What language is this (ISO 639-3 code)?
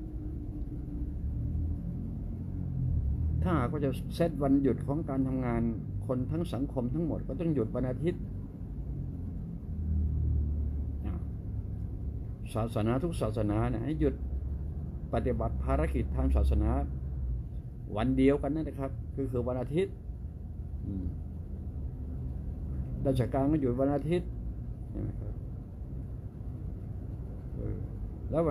tha